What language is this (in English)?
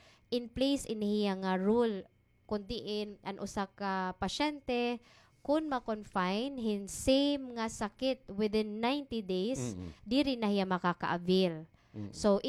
Waray